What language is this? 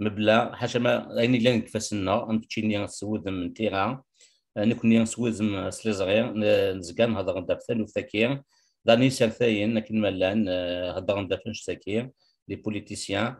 Kabyle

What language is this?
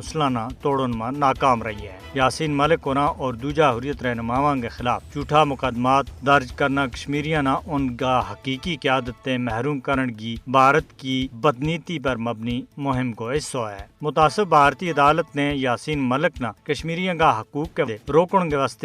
Gujari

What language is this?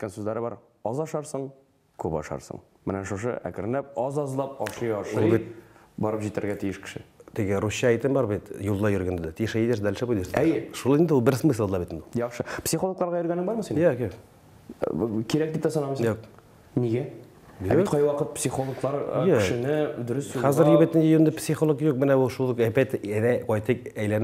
Tatar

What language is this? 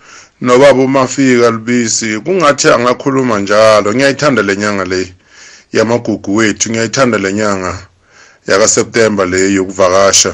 South Ndebele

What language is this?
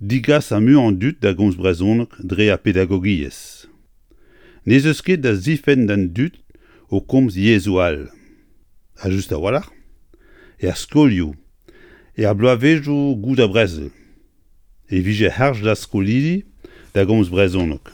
Breton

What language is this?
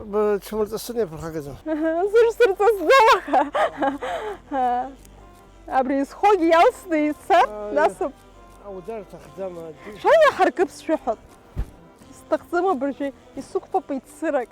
Abkhazian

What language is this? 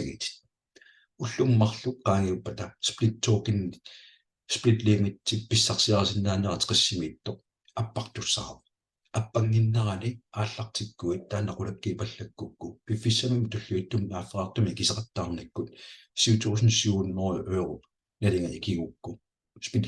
Kalaallisut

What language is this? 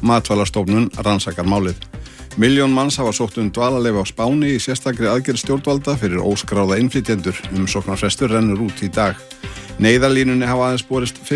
Icelandic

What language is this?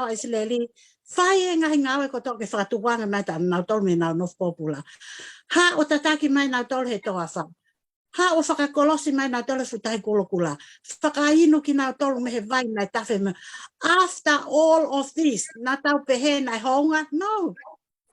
Tongan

